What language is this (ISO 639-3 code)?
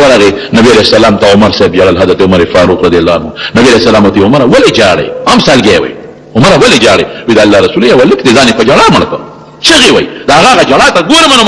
pus